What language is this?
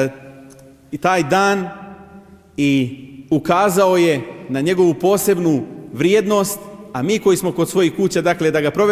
Bosnian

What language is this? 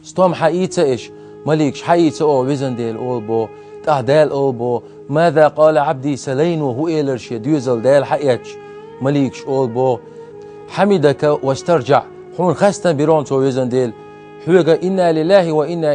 Chechen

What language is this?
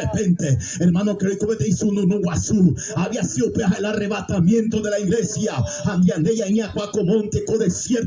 Guarani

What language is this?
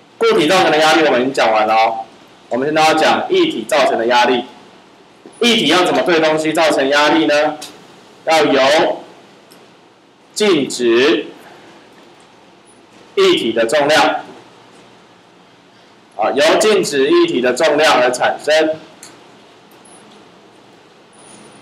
Chinese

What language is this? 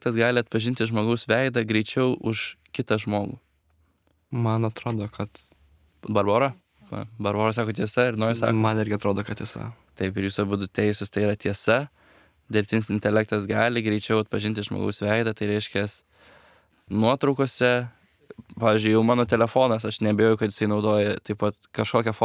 Lithuanian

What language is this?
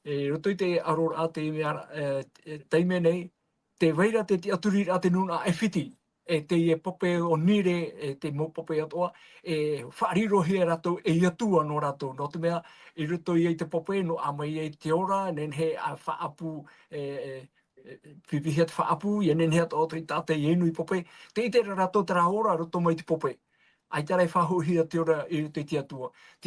Tahitian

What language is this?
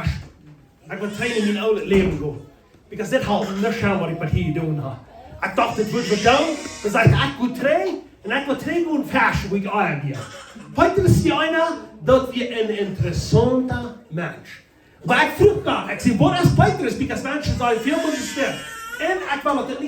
Plautdietsch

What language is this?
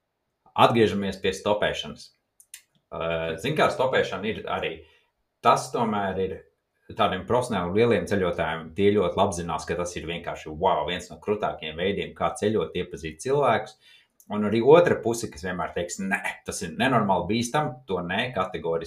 Latvian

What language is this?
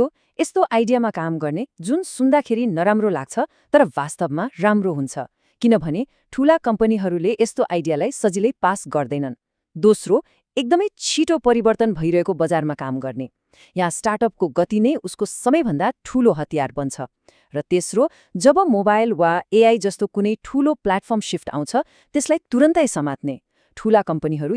Nepali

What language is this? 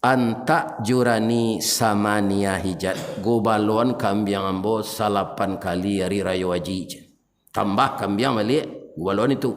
Minangkabau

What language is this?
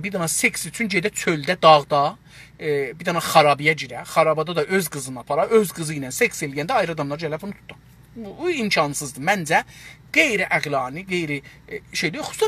South Azerbaijani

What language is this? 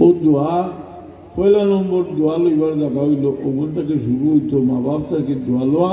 Sylheti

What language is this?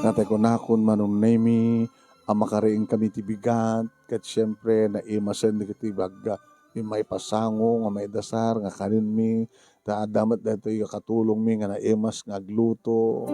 Iloko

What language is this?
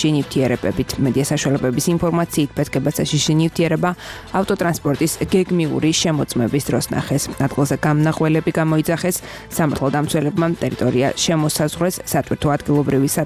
Georgian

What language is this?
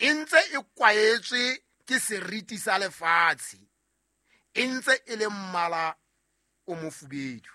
Southern Sotho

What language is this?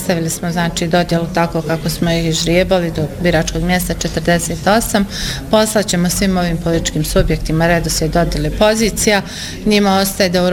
Bosnian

